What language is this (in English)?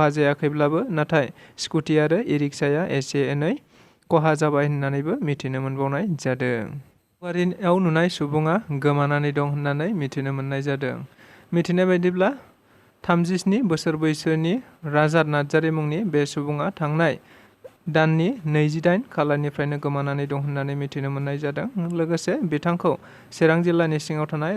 Bodo